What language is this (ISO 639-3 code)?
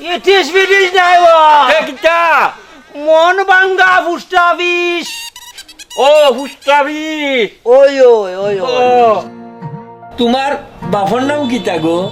syl